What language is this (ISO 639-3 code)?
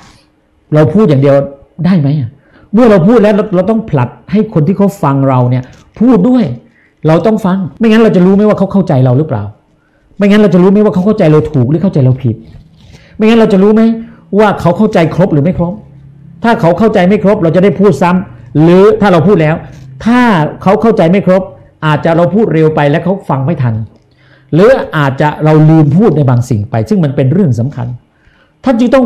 tha